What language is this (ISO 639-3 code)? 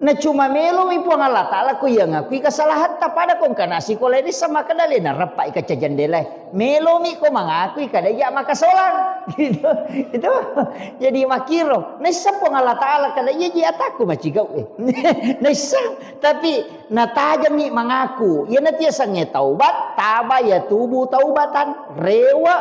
bug